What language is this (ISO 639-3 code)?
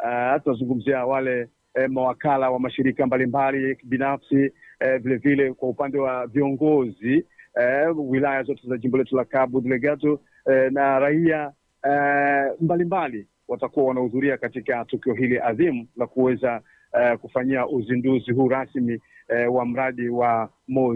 swa